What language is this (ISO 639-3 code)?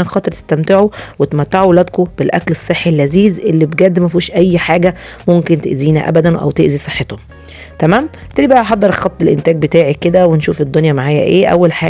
arz